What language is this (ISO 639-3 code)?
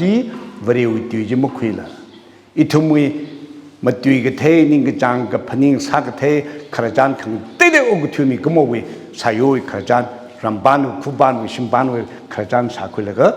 nmf